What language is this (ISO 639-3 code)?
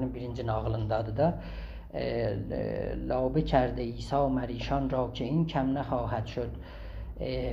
azb